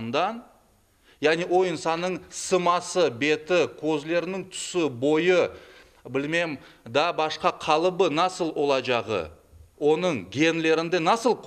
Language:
Crimean Tatar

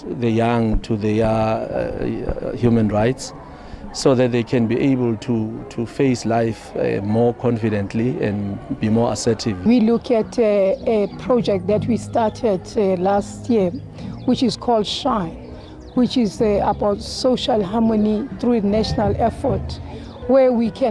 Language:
Northern Sotho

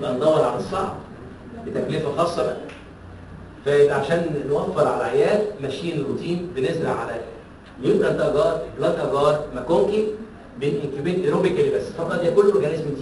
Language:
Egyptian Arabic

